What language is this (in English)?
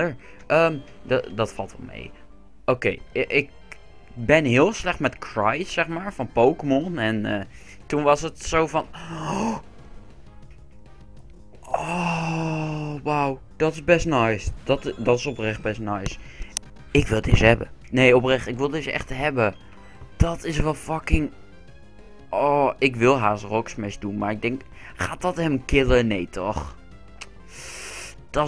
Dutch